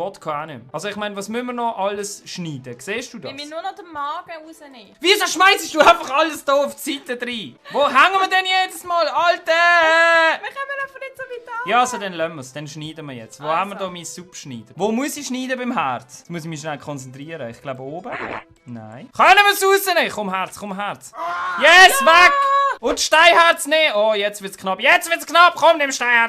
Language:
Swiss German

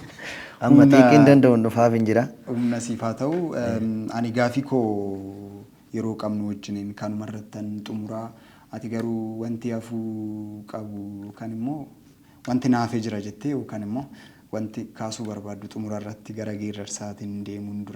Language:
Oromo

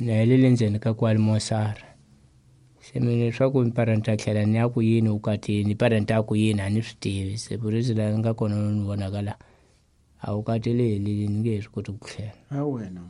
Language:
Tsonga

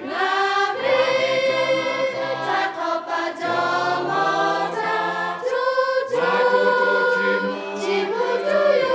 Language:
Lahu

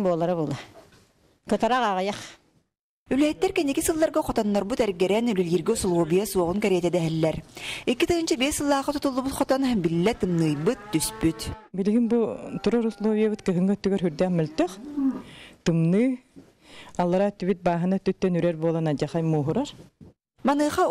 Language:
Yakut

